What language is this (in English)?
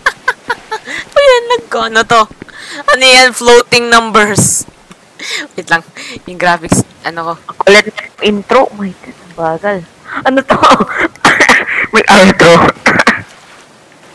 Filipino